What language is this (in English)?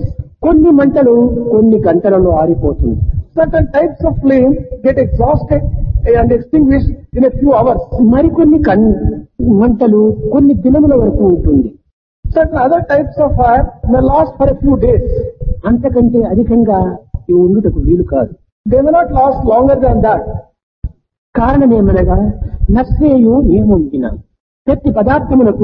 Telugu